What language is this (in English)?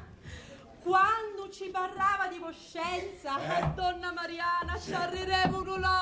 Sicilian